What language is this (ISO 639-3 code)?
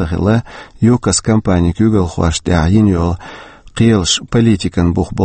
che